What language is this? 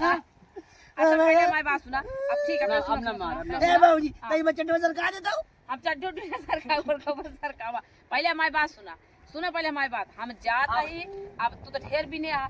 Awadhi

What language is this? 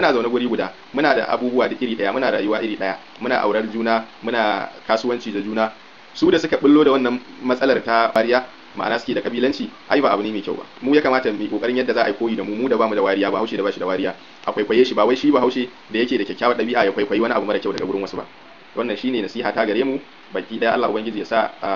Hausa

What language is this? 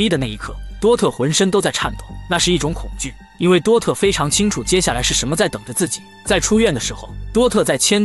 Chinese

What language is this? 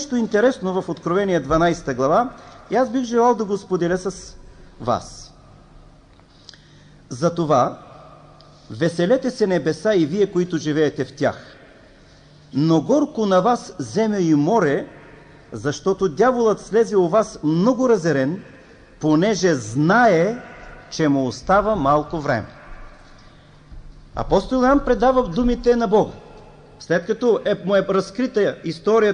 Bulgarian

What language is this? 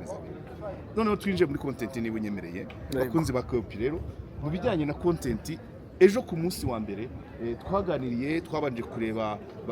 Kinyarwanda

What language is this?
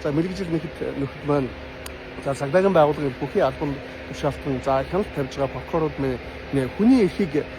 Mongolian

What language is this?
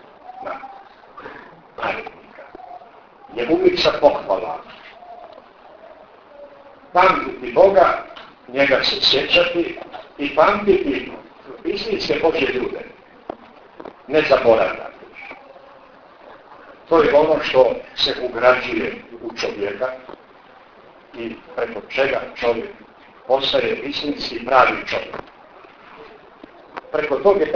Bosnian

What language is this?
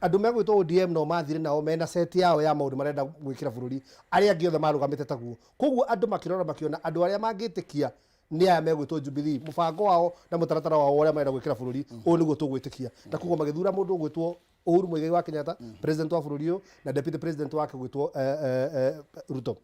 Kikuyu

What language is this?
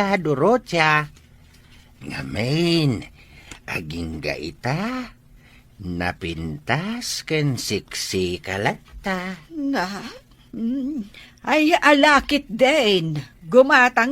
Iloko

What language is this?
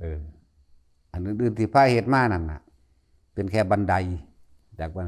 Northeastern Thai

